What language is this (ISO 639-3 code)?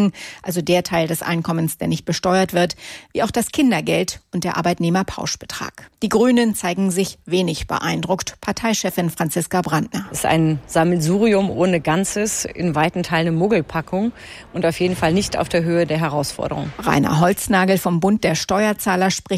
deu